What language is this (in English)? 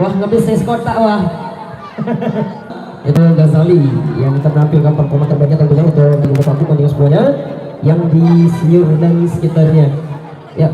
Sasak